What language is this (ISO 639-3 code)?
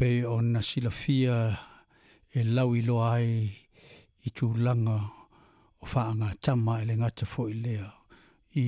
smo